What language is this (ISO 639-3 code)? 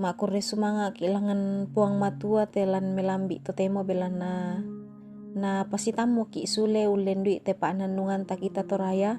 sda